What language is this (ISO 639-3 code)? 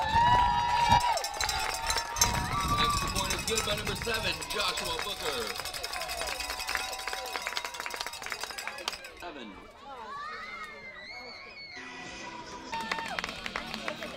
eng